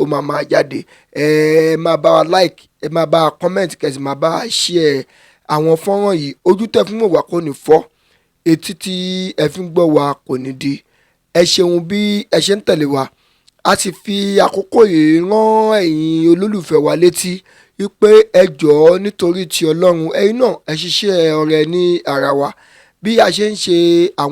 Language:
Yoruba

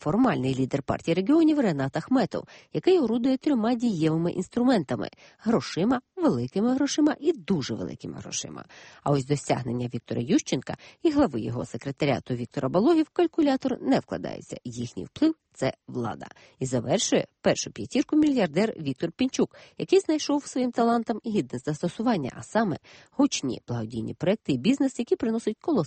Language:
Ukrainian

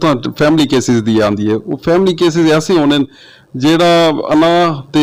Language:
Saraiki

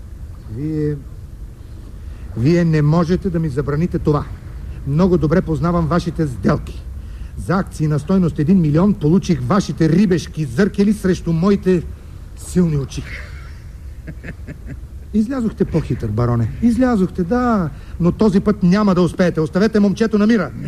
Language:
Bulgarian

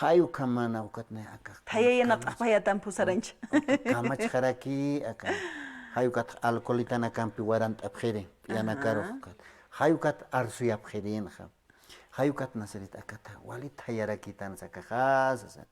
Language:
Aymara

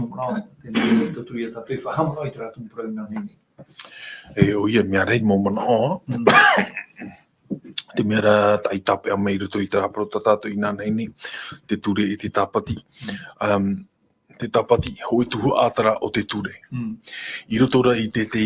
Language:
Tahitian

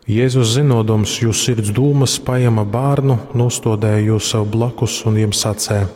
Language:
Latgalian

